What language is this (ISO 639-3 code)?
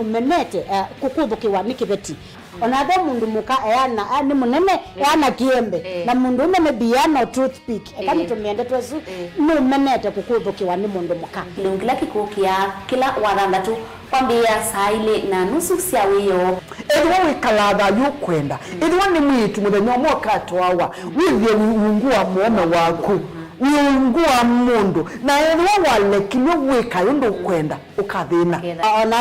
kam